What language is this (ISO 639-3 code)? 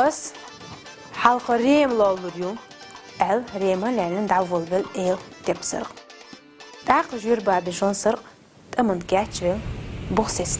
che